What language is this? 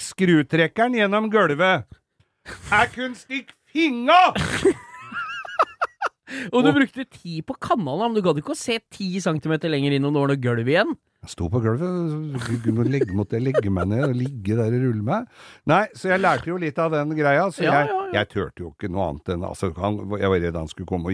Norwegian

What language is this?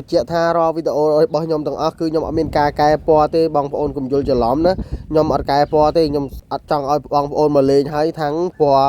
Khmer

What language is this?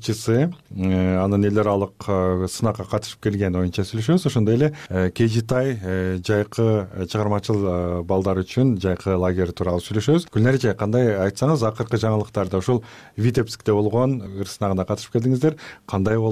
Kyrgyz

